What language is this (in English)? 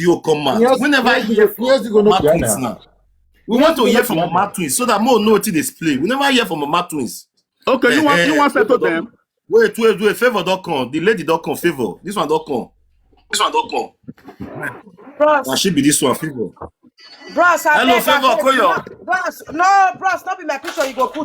Nigerian Pidgin